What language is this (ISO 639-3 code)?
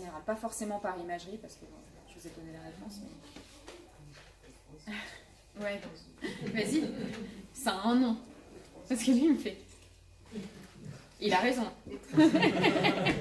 fra